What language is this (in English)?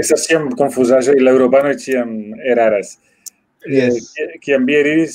Esperanto